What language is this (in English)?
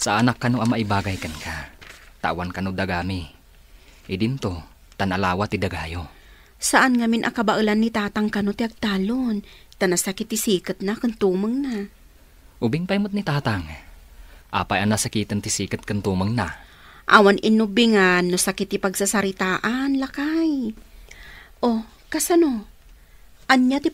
Iloko